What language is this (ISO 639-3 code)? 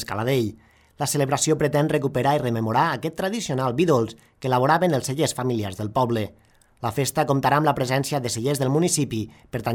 cat